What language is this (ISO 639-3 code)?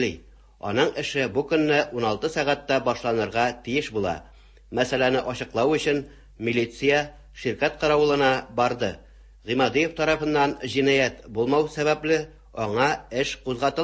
tat